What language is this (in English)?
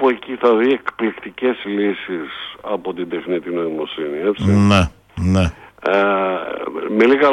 Greek